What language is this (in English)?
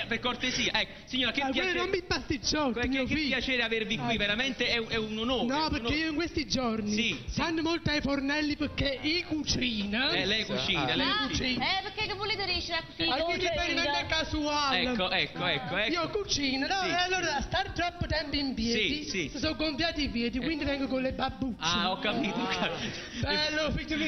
Neapolitan